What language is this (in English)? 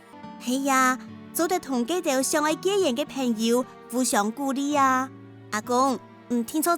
Hakka Chinese